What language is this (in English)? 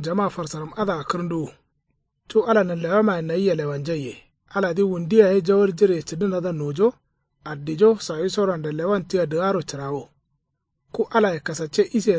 Kanuri